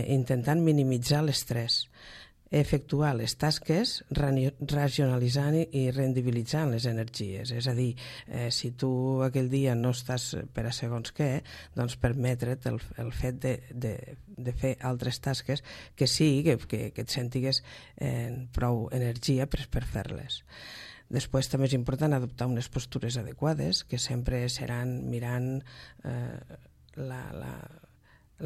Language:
Catalan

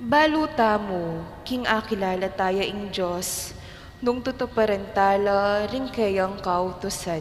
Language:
Pampanga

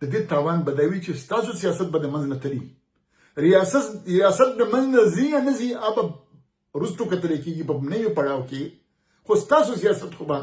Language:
Pashto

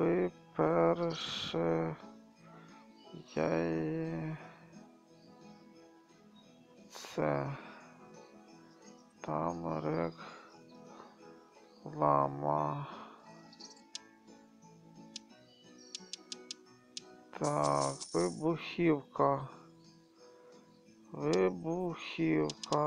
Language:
Ukrainian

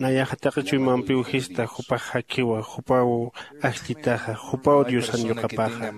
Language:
Aymara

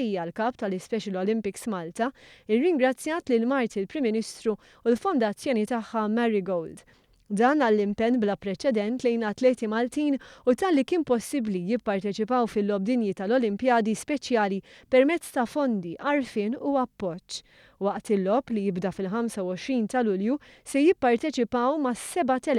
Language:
Maltese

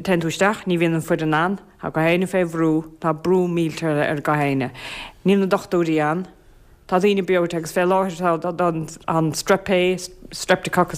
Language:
Irish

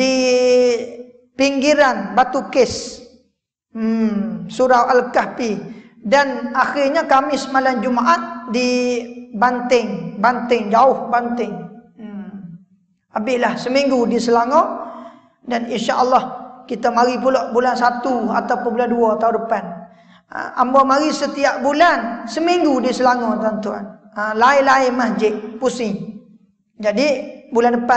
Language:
Malay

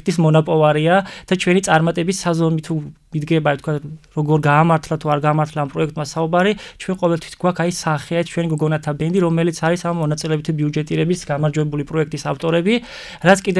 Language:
Georgian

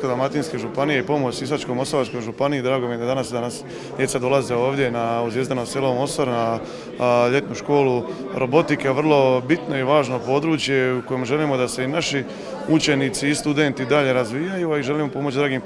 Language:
Croatian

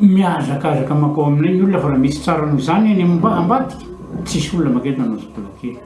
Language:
Malagasy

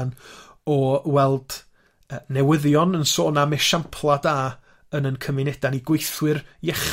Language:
Welsh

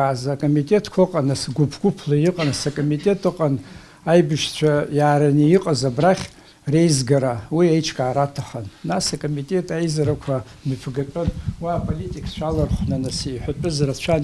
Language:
Abkhazian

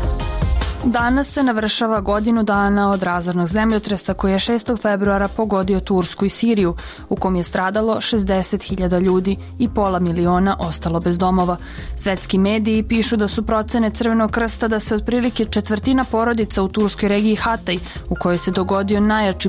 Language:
Serbian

